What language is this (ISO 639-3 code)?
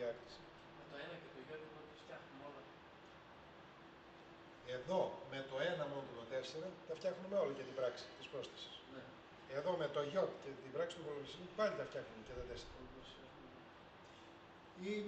ell